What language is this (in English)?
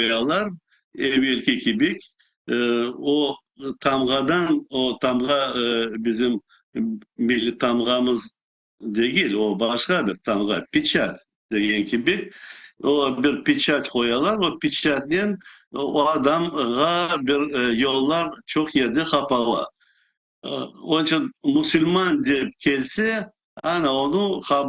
Crimean Tatar